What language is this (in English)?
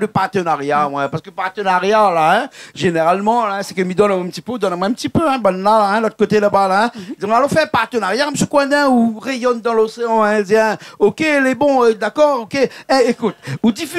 Réunion Creole French